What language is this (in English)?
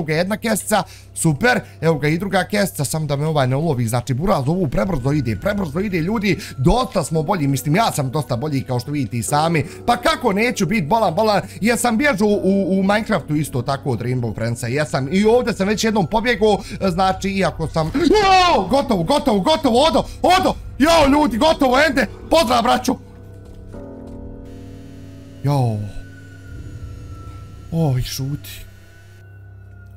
Bosnian